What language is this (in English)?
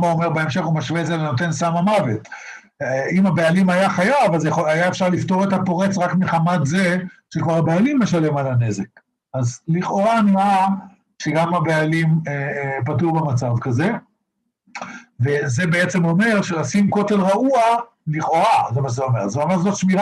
Hebrew